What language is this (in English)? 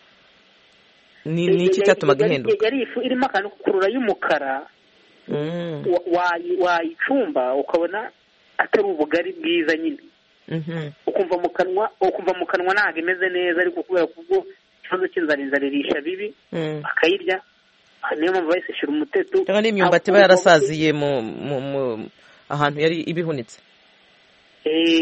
Kinyarwanda